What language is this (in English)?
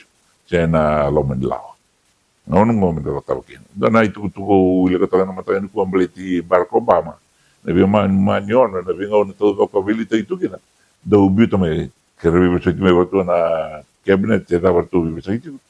Fijian